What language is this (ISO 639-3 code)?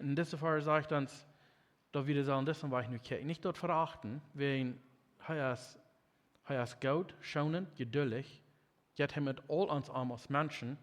pdt